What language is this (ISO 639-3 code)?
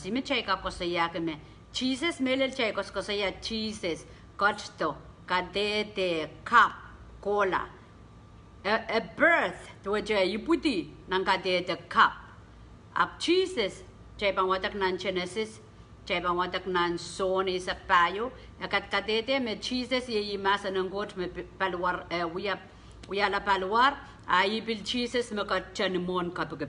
pon